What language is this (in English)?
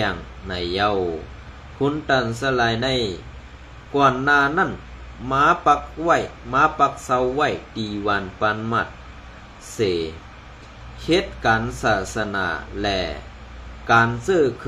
Shan